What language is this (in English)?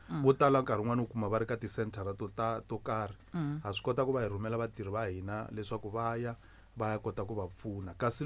Tsonga